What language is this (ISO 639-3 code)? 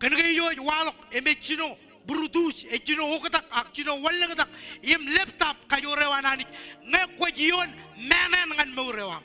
mah